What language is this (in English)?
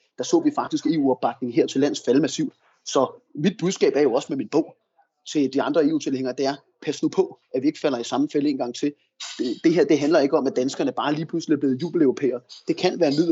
Danish